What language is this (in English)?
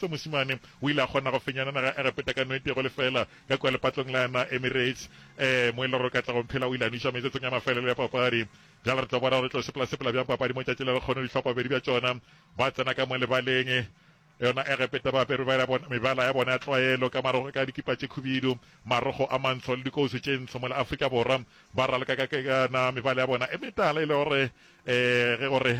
Northern Sotho